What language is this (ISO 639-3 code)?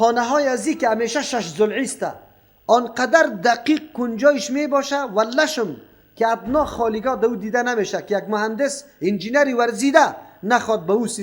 fas